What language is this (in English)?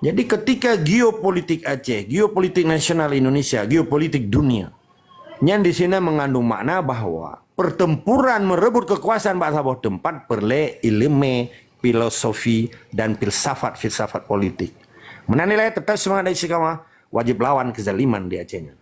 Achinese